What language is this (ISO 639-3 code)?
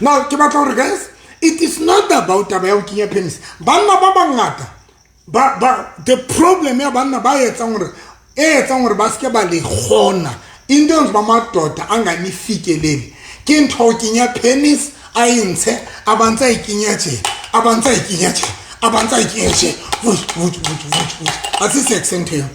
sot